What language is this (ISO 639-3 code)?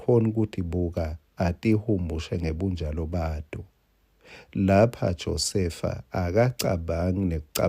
ssw